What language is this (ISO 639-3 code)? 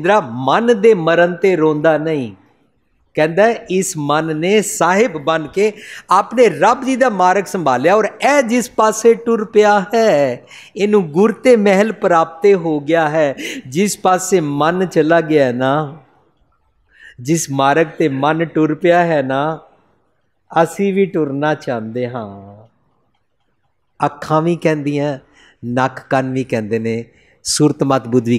pan